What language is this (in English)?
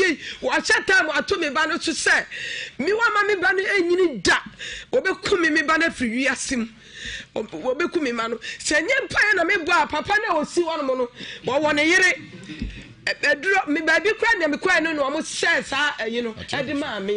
Akan